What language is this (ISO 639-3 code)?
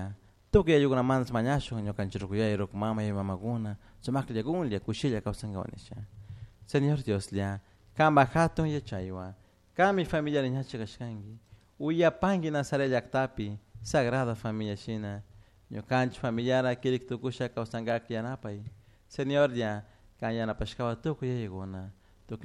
qug